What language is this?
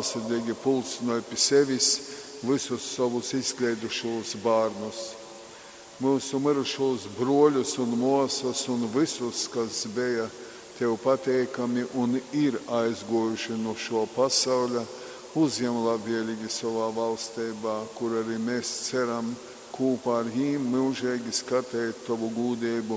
Latgalian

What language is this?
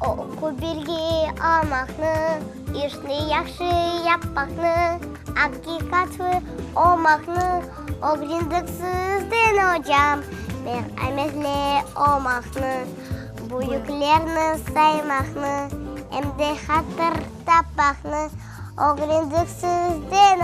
Crimean Tatar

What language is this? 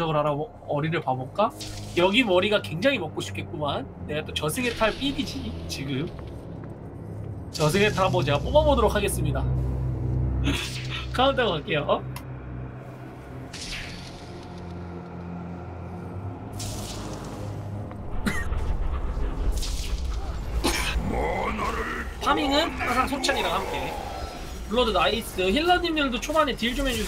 Korean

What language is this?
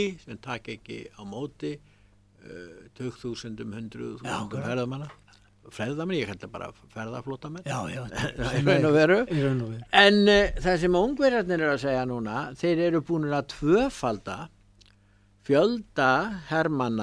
Icelandic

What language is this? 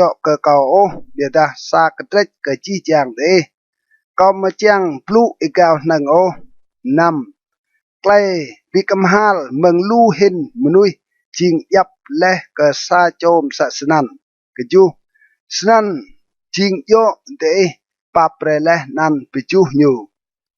Rade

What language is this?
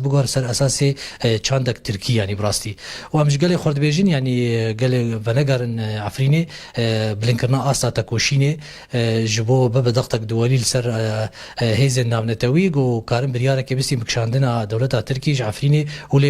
Kurdish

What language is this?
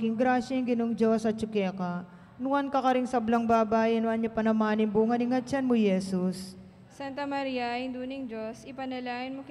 Pampanga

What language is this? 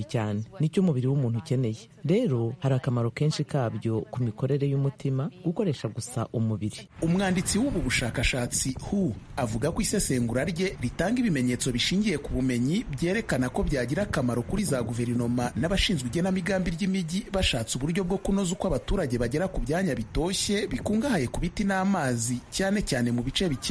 Kinyarwanda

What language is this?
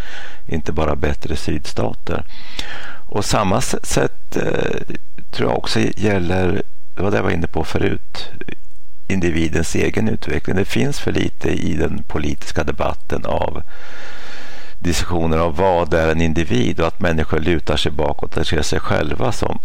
Swedish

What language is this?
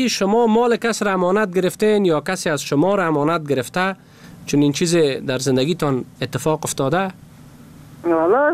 Persian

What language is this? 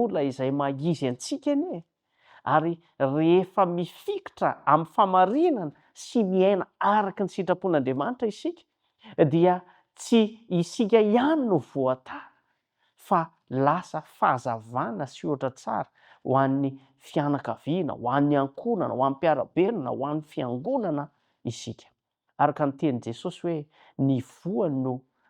Malagasy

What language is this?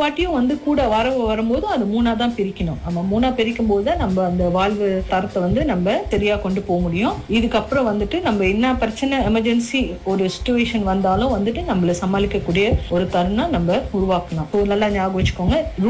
Tamil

